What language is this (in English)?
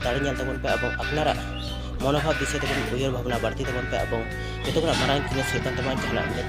Santali